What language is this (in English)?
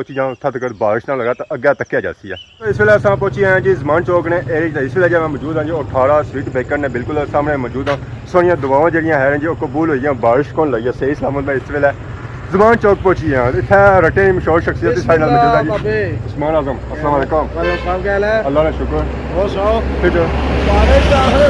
Pahari-Potwari